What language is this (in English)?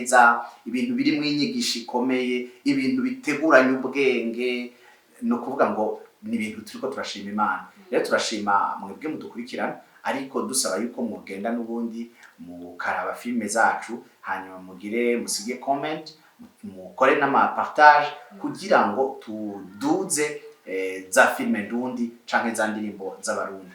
Rundi